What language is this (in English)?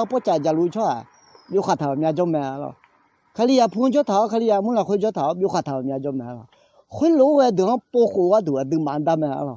Akha